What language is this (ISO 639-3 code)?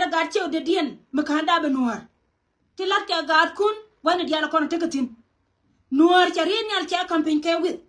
nus